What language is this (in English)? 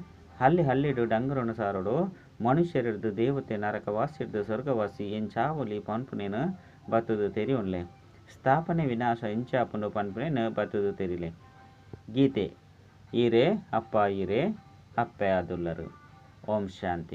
Tulu